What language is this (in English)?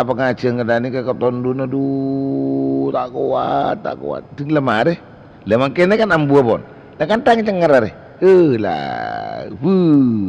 Madurese